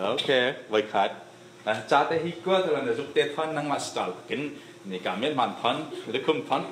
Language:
Falam Chin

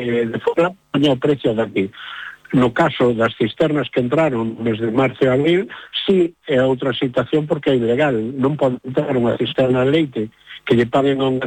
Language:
Galician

